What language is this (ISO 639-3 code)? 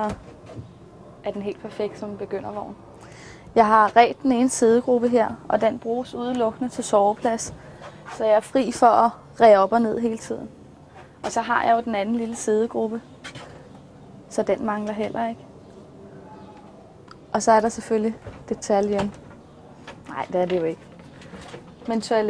dan